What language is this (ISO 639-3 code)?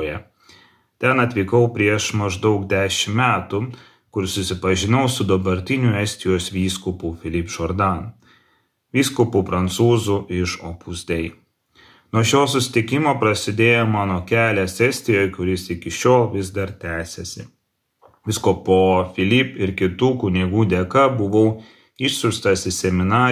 lit